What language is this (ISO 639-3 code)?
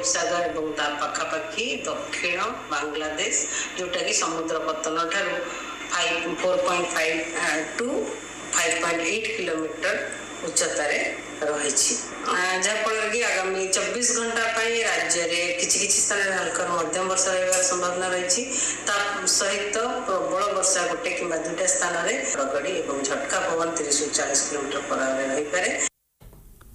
ori